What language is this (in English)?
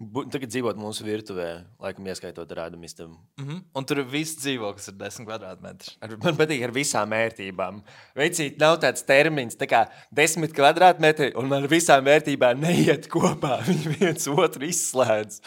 Latvian